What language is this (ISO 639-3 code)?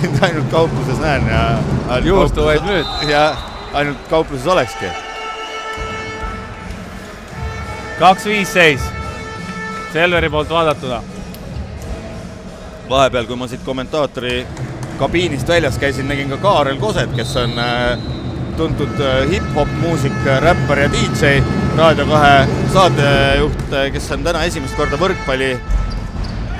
est